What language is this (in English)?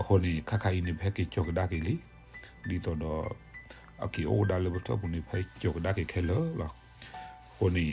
S'gaw Karen